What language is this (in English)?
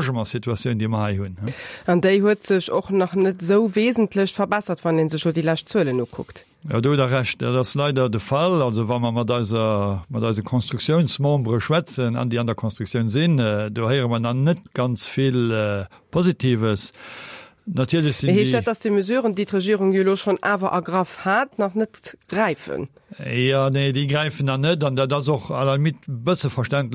Luxembourgish